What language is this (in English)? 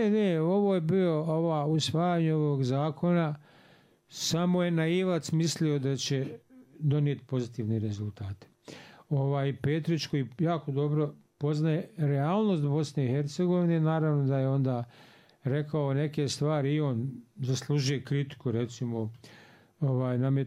Bosnian